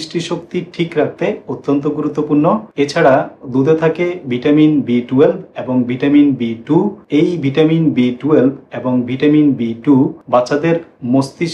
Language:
Bangla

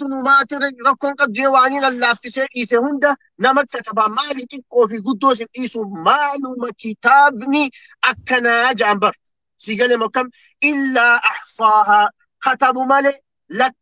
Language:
Oromo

